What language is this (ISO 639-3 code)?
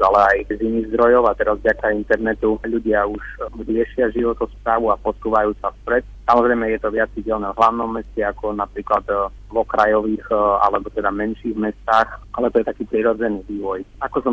slk